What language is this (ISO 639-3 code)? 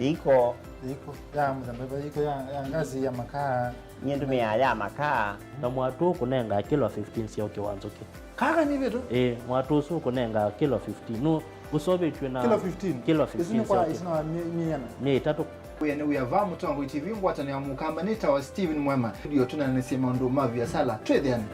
kam